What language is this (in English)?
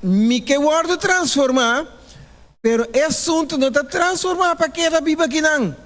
Papiamento